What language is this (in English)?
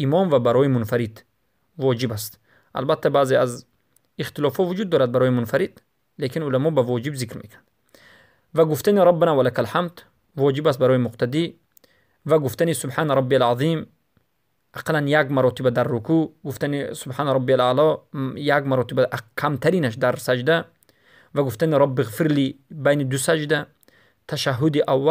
Tajik